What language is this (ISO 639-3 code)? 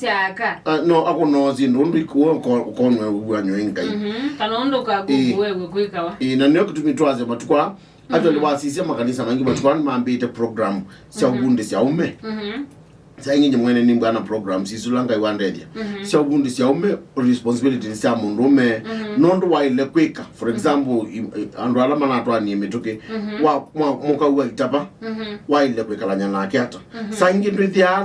kam